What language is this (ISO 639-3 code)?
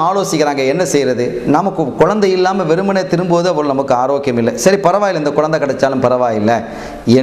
tam